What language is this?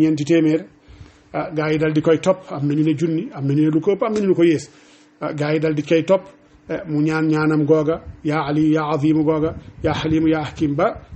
Wolof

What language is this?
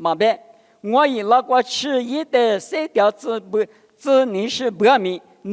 Lisu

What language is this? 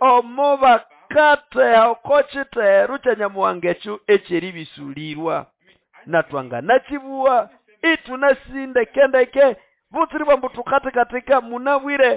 Nande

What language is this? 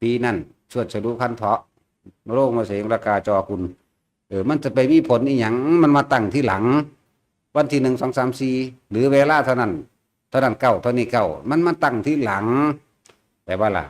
Northeastern Thai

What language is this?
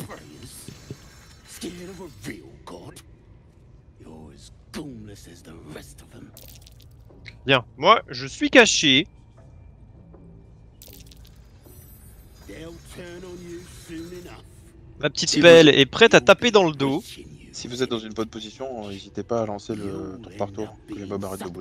French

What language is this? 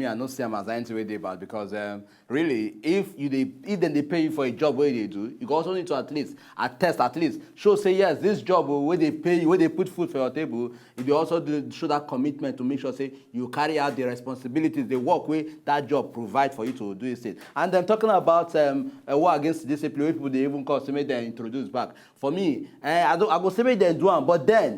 Nigerian Pidgin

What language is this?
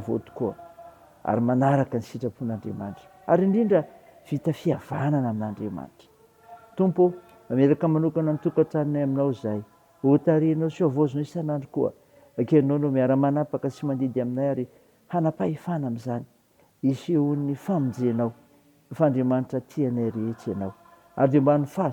Malagasy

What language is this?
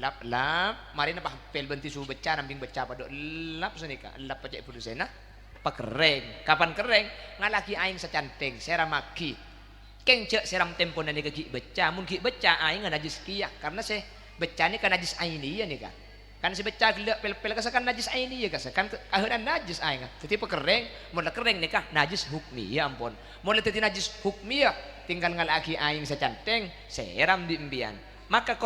Madurese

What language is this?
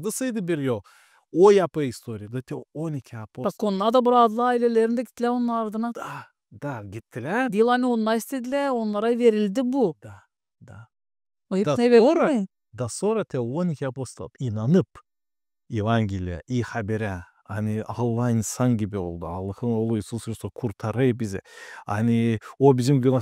Gagauz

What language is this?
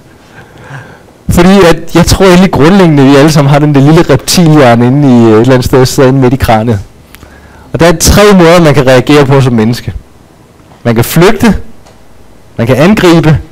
Danish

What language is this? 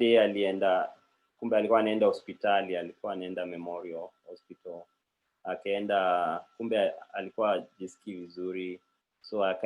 Kalenjin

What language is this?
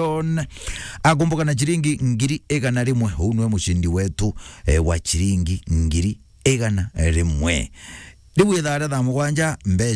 Meru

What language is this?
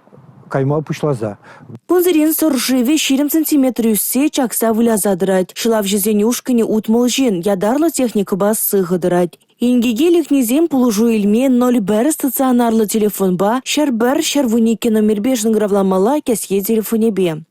Chuvash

